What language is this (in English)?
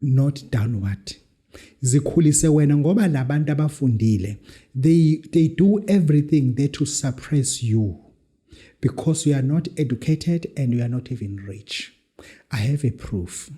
Zulu